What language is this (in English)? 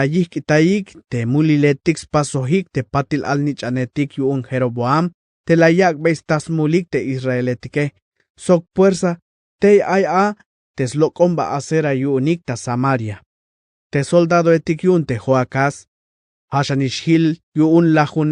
Tzeltal